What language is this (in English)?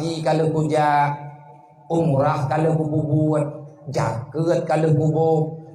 Achinese